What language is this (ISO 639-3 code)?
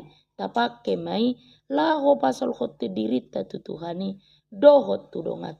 bbc